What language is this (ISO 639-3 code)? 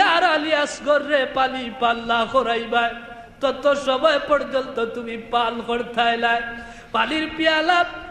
syl